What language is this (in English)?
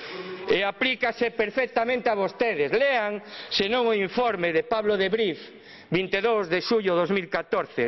Galician